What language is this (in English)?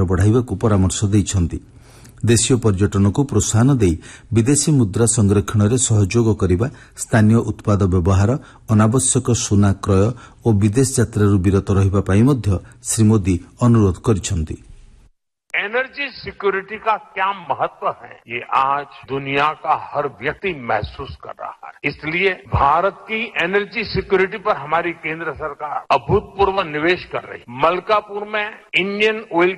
Odia